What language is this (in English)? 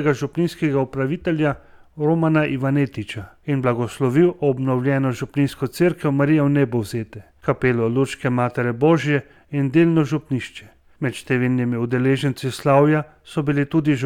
Slovenian